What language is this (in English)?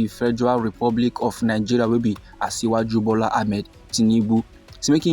Nigerian Pidgin